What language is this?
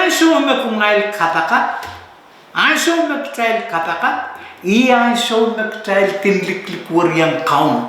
Pohnpeian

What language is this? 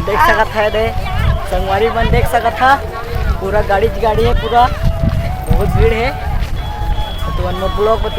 Chhattisgarhi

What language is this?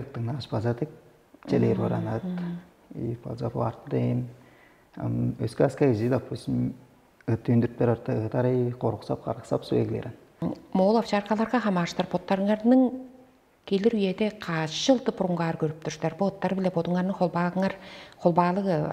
Tuvinian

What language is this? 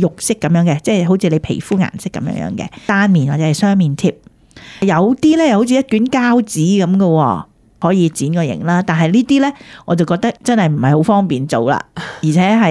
Cantonese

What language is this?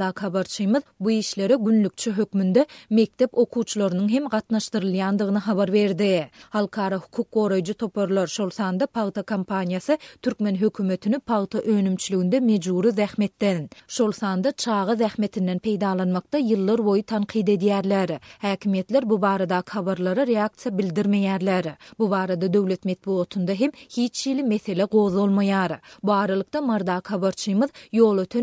Turkmen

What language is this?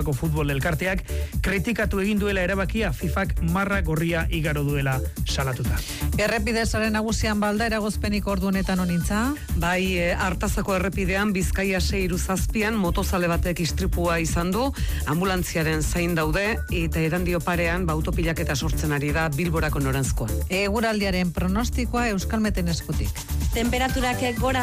Basque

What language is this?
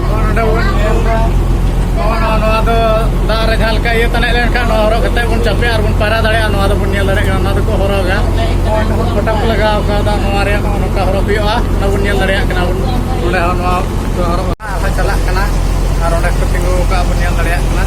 Santali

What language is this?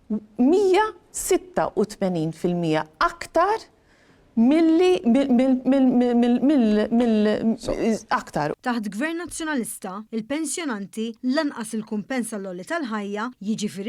Maltese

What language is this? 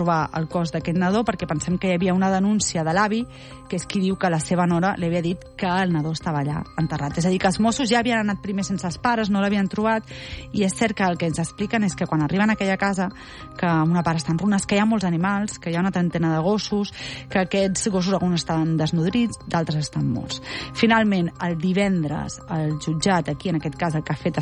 Catalan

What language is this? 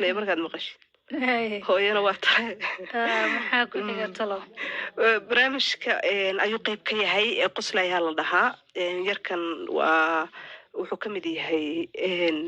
Somali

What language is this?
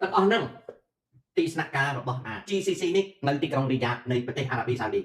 Khmer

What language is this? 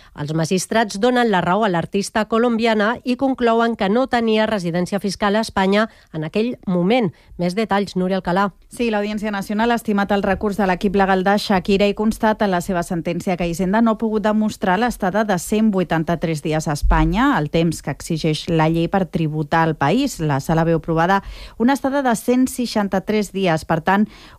Catalan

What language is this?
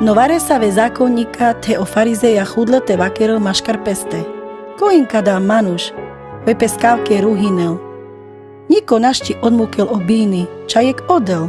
Carpathian Romani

